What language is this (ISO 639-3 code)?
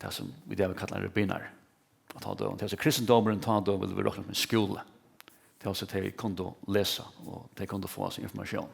fao